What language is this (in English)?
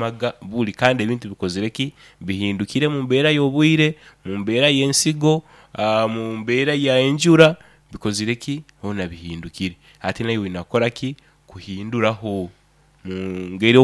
Nyoro